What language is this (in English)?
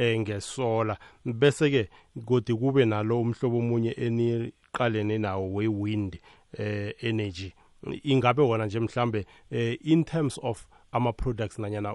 South Ndebele